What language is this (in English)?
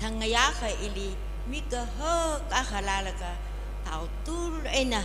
Tangkhul Naga (India)